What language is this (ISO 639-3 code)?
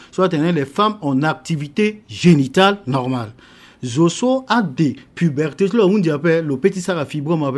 sag